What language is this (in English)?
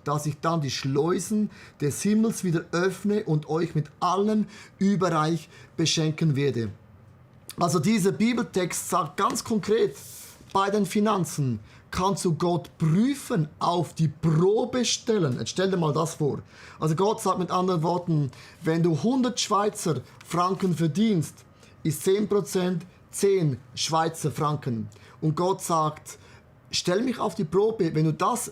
Swiss German